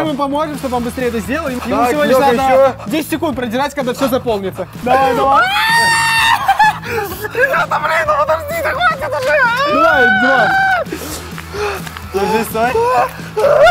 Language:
Russian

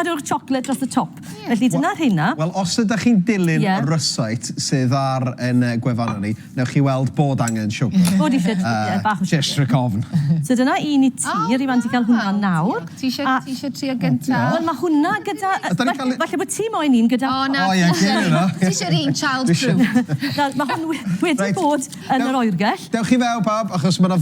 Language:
Welsh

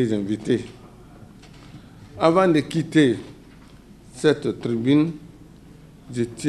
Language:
French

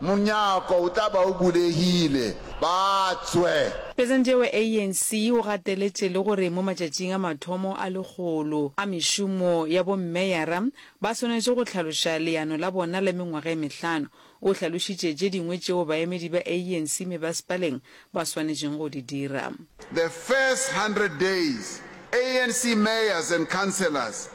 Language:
Northern Sotho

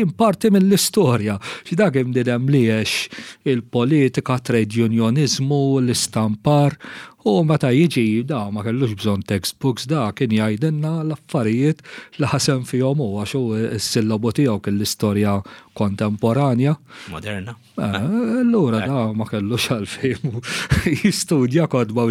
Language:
Maltese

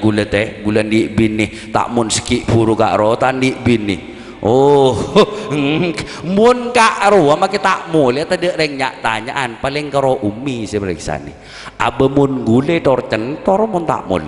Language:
Madurese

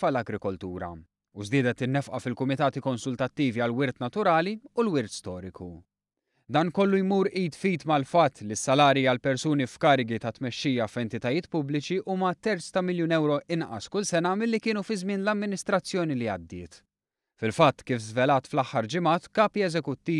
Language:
Maltese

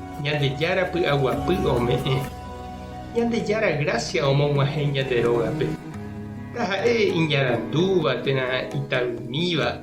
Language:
Guarani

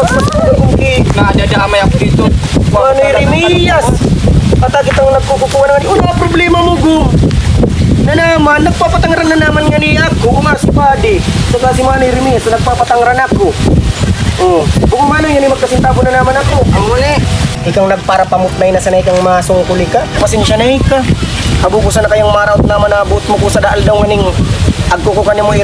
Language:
Bikol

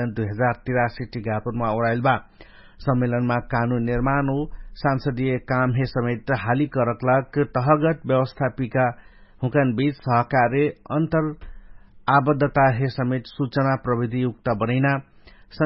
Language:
Dangaura Tharu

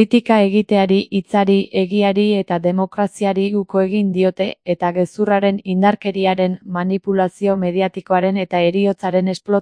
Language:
Basque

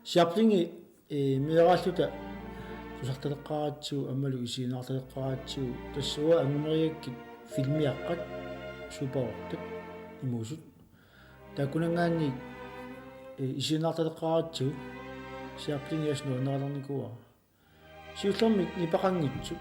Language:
Kalaallisut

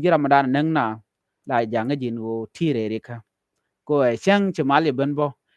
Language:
Nuer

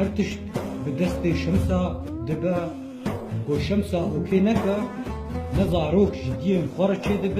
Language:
Kurdish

